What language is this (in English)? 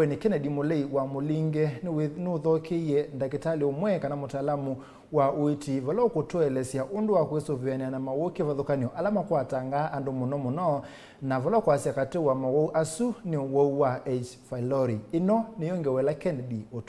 Kamba